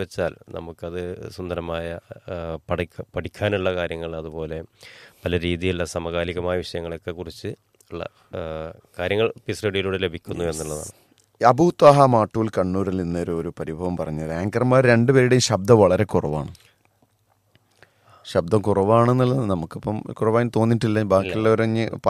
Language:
Malayalam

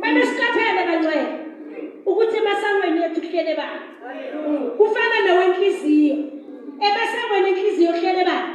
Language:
Zulu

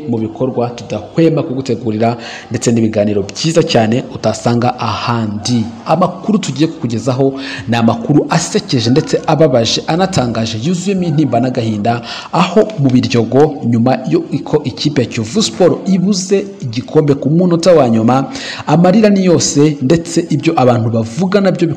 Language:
Kinyarwanda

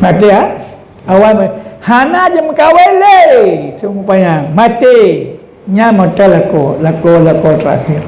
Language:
Achinese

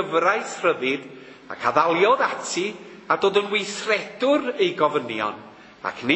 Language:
Welsh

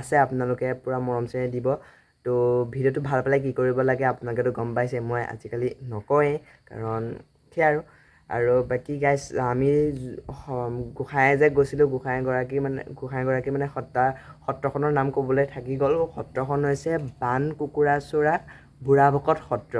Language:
Assamese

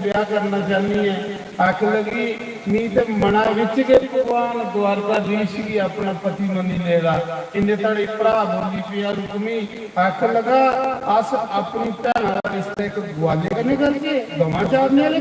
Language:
Dogri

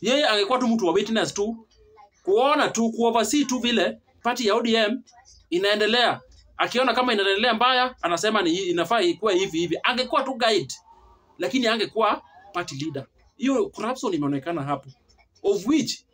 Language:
Swahili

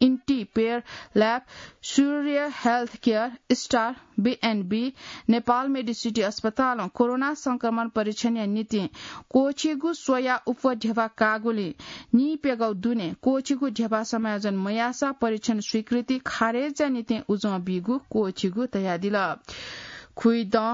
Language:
Newari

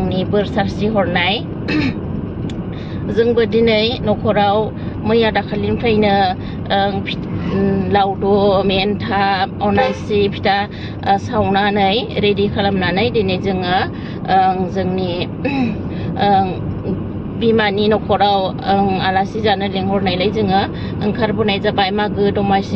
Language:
Bodo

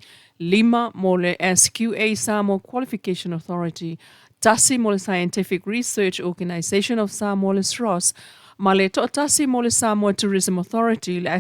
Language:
Samoan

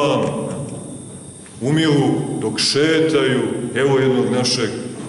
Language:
Serbian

